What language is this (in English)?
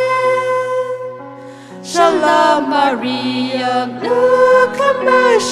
Tangkhul Naga (India)